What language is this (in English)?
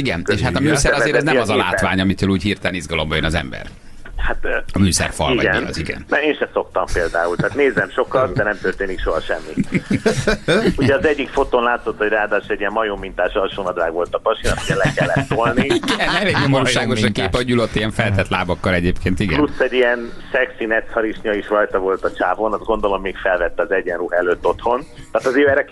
Hungarian